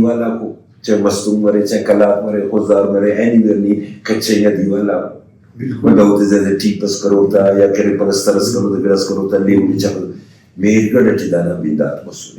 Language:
Brahui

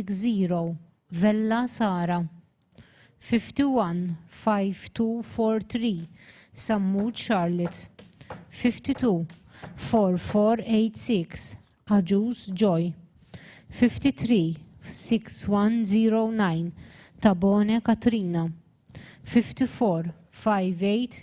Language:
English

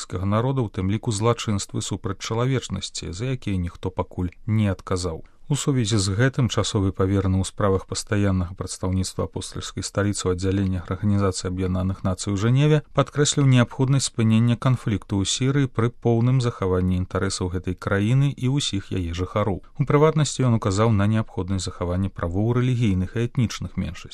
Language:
Belarusian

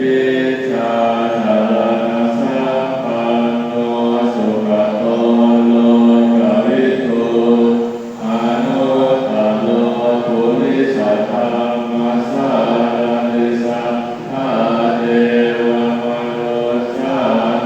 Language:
Pali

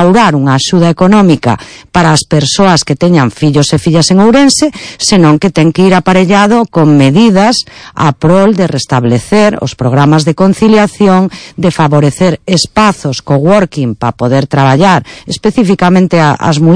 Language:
Galician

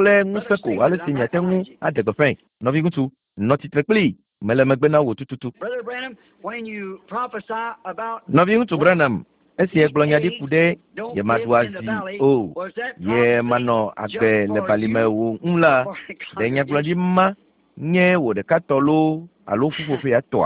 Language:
Ewe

